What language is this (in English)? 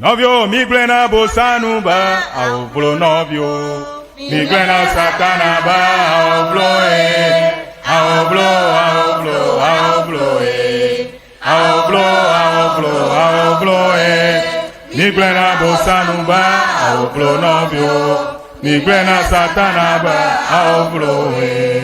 Ewe